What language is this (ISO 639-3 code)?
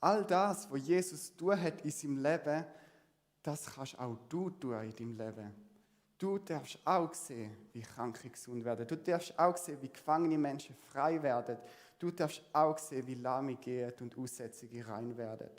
gsw